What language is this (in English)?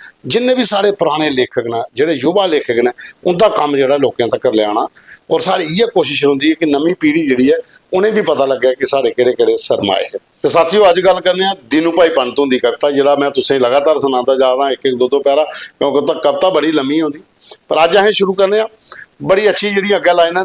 Dogri